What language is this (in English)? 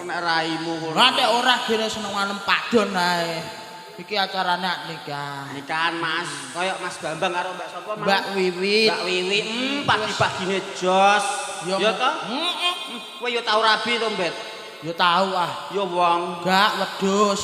Javanese